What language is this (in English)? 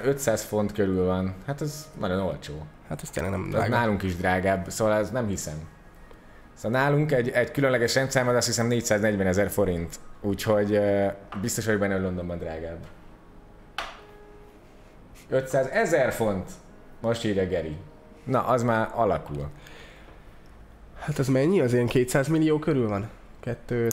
Hungarian